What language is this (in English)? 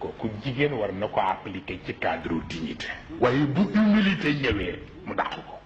Wolof